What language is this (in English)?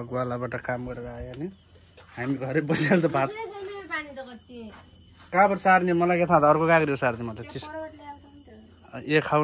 Nepali